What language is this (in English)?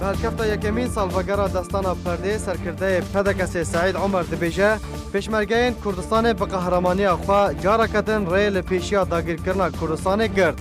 Kurdish